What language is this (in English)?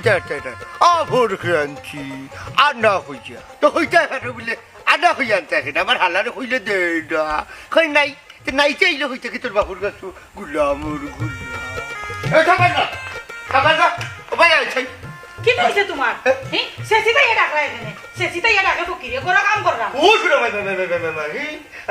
Sylheti